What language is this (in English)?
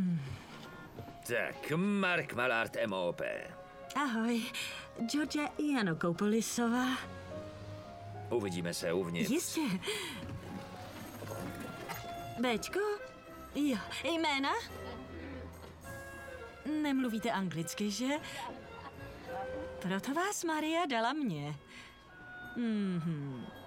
Czech